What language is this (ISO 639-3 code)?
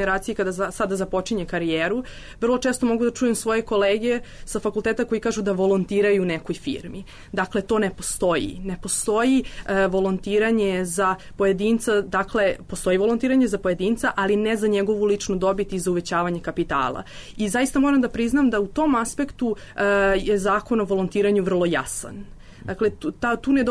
srp